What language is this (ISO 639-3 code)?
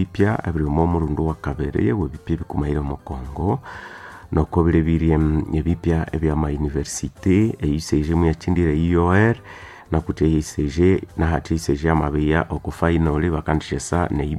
nnb